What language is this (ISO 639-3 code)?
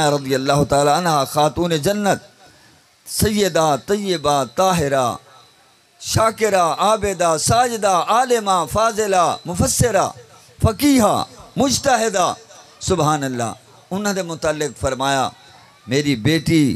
skr